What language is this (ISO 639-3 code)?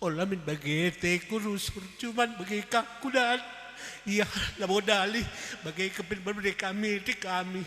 btx